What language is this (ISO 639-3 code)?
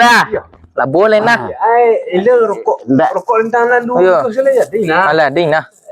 min